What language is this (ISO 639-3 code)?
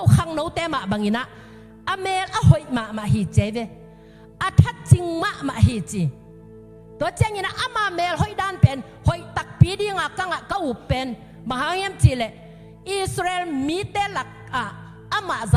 ctd